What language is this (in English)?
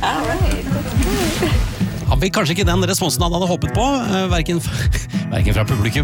Norwegian